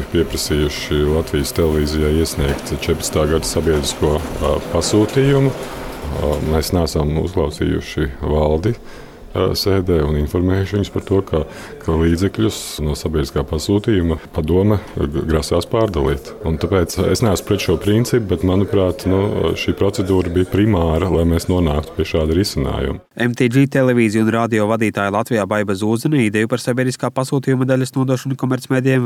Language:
Latvian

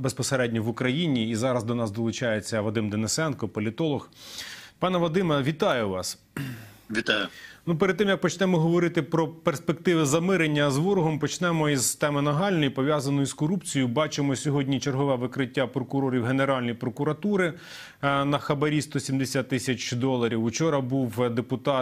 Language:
Ukrainian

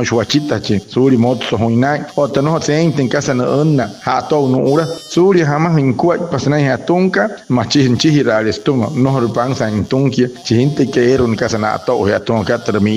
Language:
Wayuu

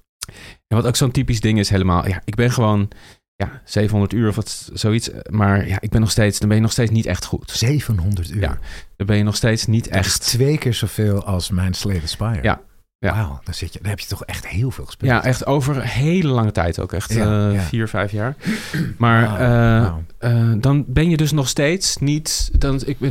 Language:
Dutch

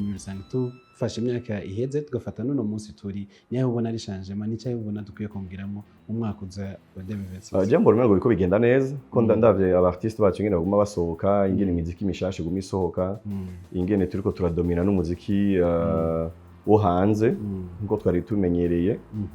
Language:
Rundi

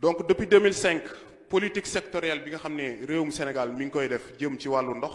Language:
Wolof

